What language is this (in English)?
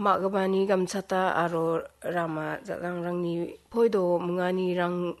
Garo